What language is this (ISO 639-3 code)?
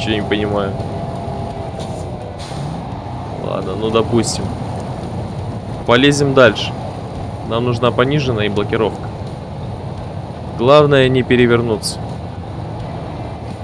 rus